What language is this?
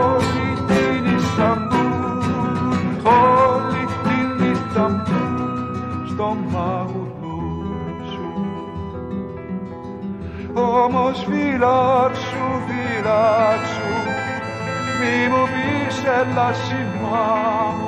Greek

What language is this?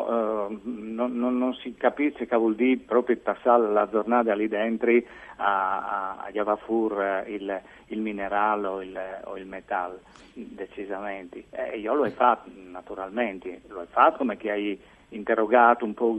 Friulian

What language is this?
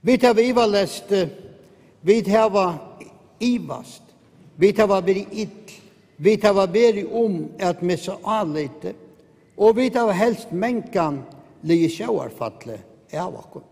Faroese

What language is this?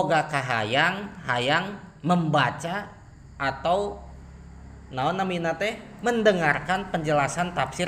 Sundanese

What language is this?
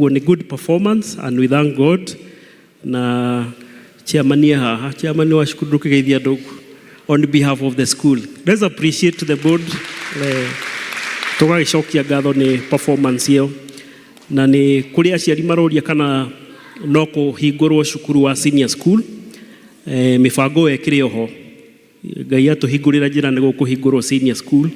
Kikuyu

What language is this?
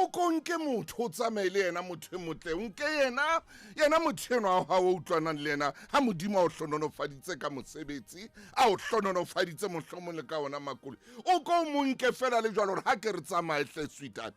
Southern Sotho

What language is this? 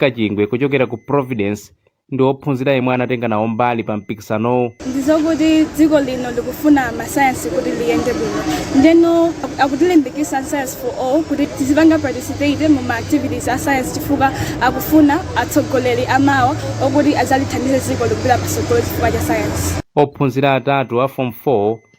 Nyanja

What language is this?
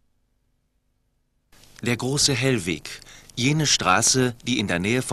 German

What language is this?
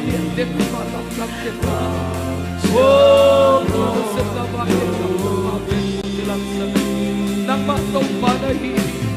Tedim Chin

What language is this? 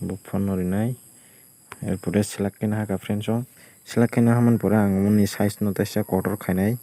Kok Borok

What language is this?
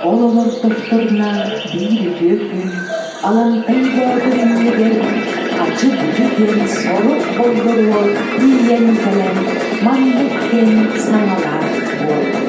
Yakut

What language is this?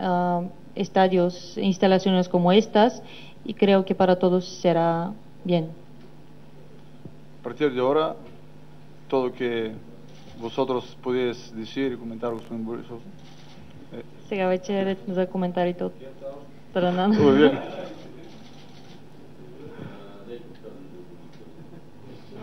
Bulgarian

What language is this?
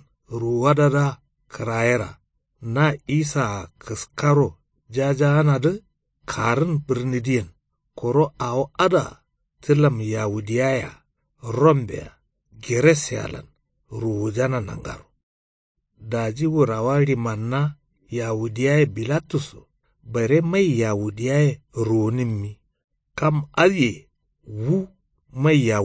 Kanuri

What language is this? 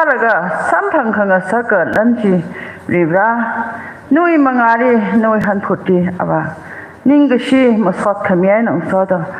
Tangkhul Naga (India)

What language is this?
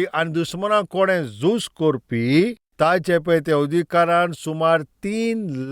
Konkani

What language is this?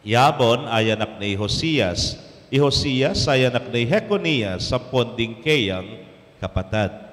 Pampanga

